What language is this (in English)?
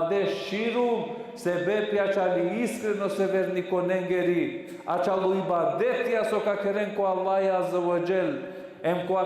Balkan Romani